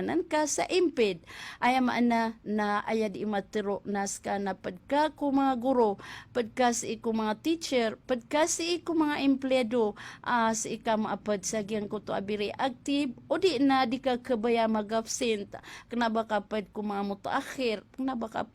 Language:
Maranao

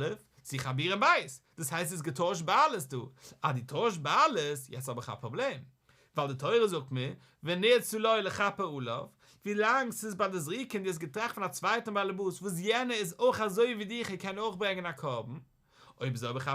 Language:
Yiddish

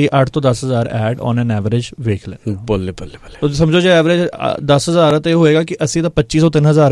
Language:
Punjabi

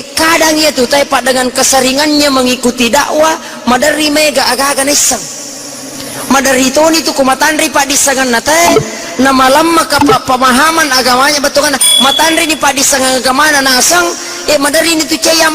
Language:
Buginese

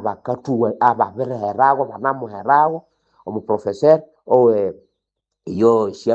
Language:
Nande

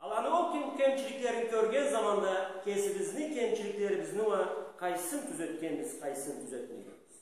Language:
Karachay-Balkar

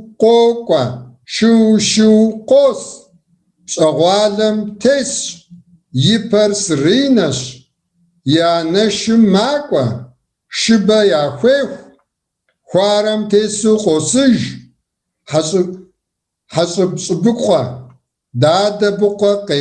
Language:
Kabardian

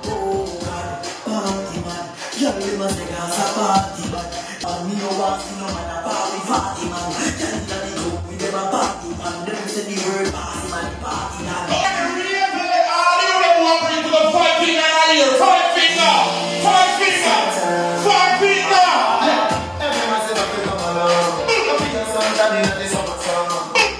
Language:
Jamaican Creole English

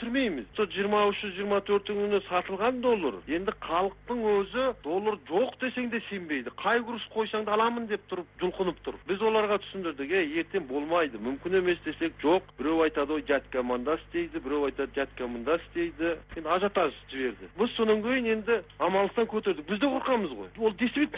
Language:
Kazakh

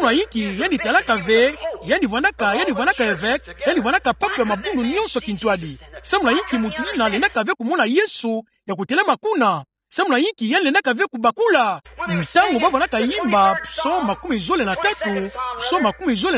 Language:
Kituba (Democratic Republic of Congo)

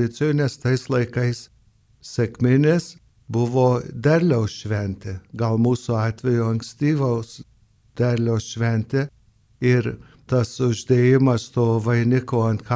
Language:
Lithuanian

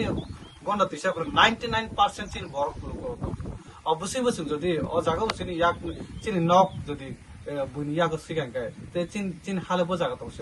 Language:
Kok Borok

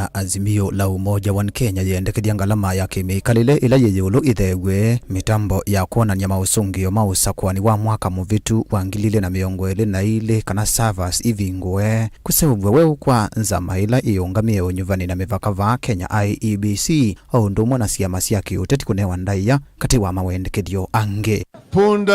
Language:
Kamba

